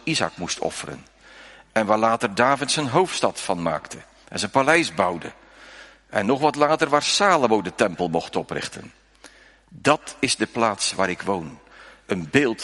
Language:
Dutch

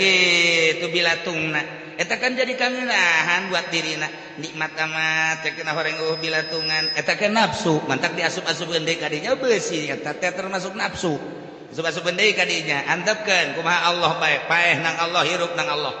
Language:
Sundanese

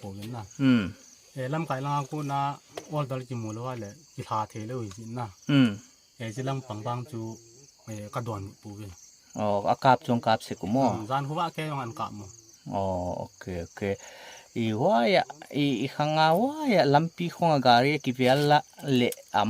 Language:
Paite Chin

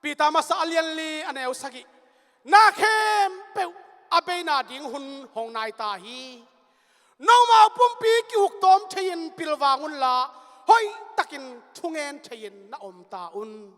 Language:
Tedim Chin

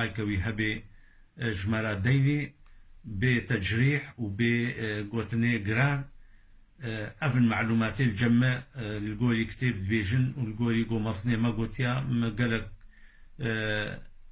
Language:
Kurdish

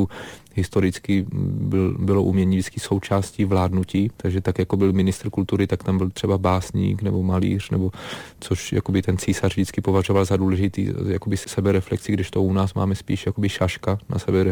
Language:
Czech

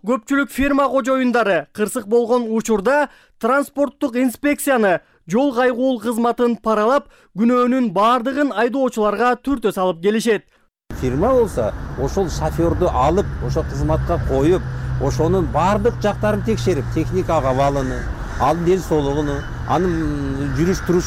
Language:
Kyrgyz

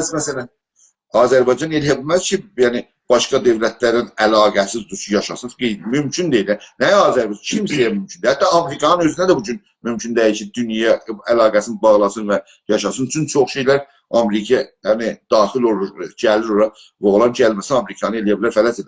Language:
South Azerbaijani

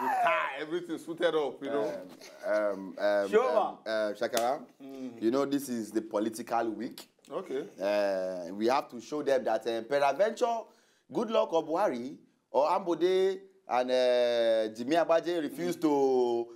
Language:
Nigerian Pidgin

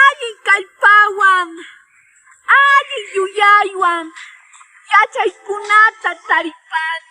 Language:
Quechua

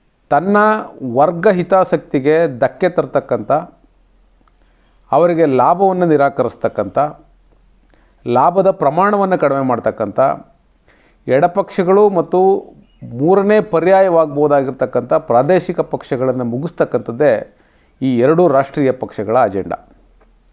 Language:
Kannada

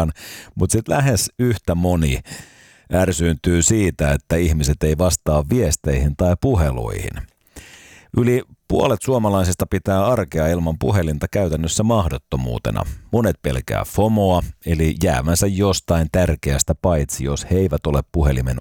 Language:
Finnish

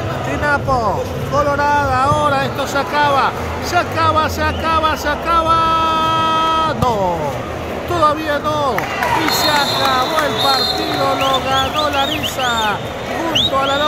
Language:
Spanish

